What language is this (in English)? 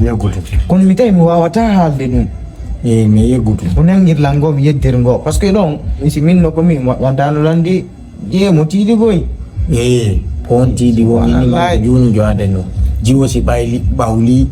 Fula